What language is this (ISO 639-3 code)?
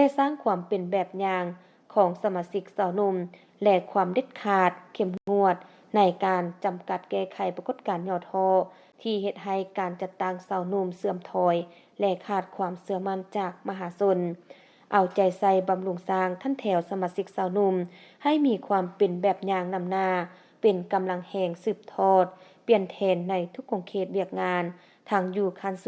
lao